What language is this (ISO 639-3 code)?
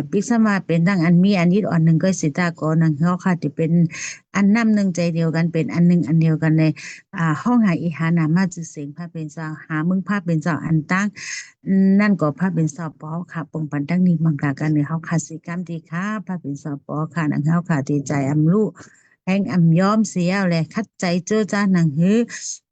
shn